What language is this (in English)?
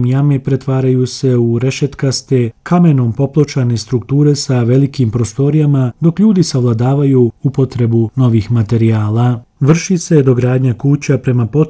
Bosnian